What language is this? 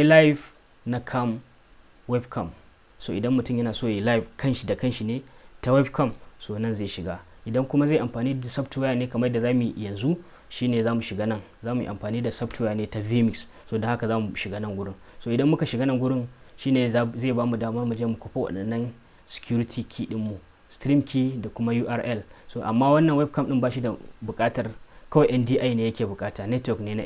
Hausa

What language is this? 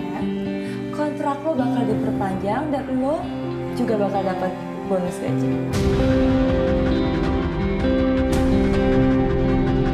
Indonesian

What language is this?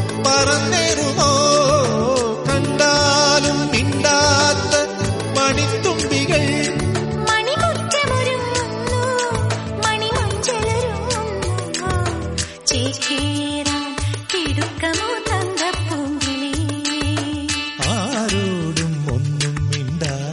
Malayalam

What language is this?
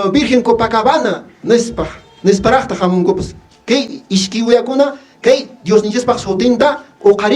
Quechua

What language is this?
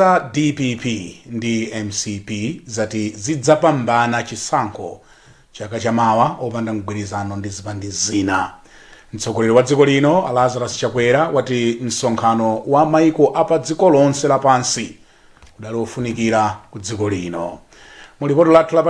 Nyanja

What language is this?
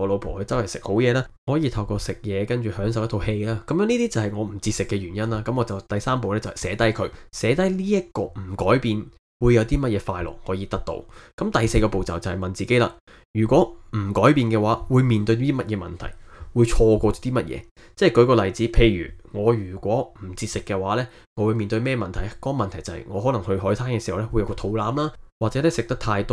Cantonese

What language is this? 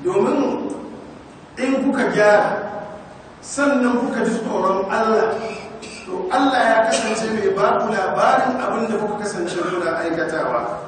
Hausa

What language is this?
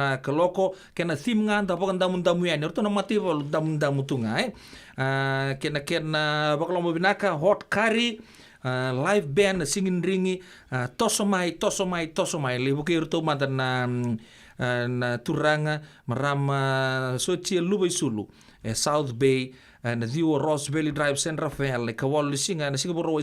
Fijian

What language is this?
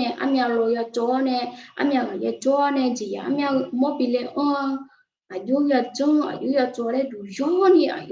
Akha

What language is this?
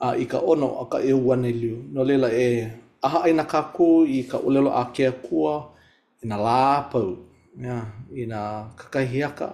Hawaiian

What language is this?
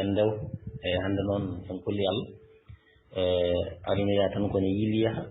Fula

